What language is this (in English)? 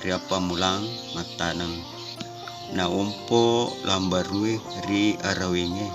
Buginese